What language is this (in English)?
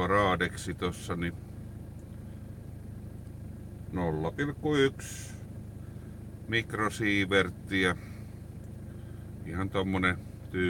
Finnish